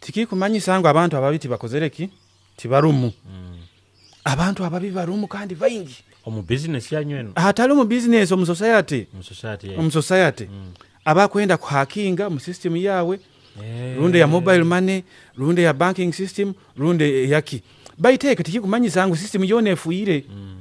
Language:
Nyoro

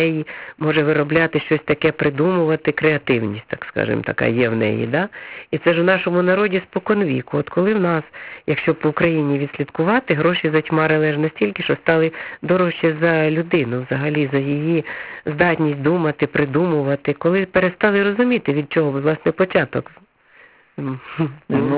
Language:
Ukrainian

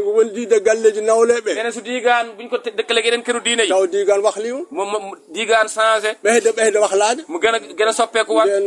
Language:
Wolof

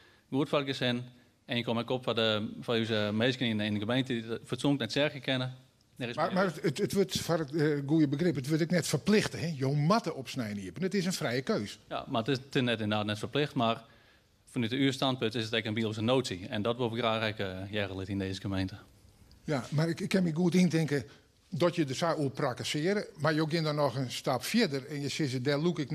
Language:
Western Frisian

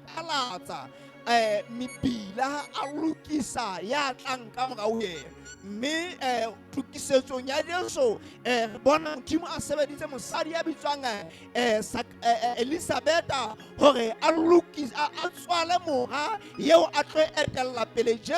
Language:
Southern Sotho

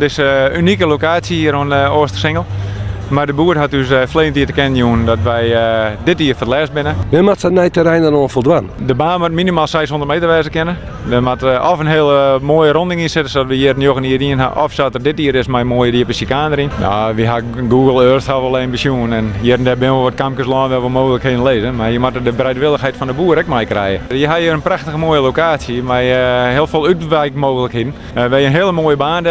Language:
Western Frisian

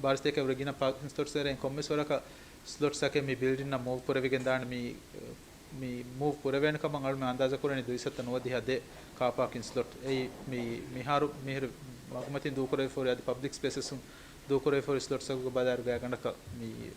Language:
Divehi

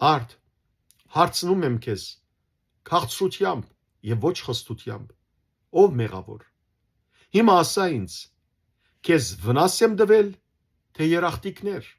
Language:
Western Armenian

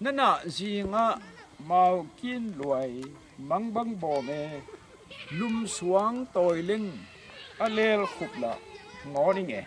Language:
Tedim Chin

